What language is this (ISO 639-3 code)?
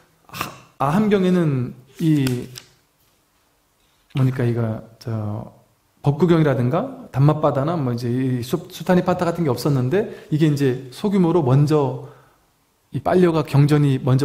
kor